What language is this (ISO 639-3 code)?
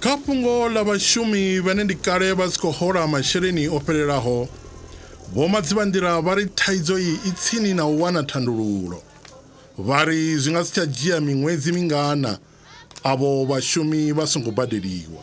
ven